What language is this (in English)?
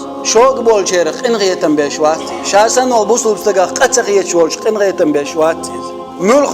Chechen